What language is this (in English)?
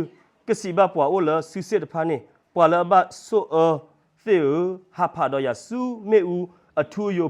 S'gaw Karen